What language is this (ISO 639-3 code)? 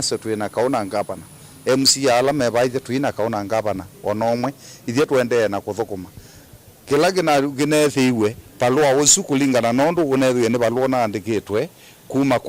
kam